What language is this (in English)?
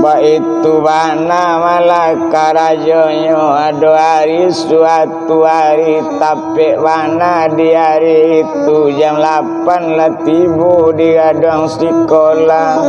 Minangkabau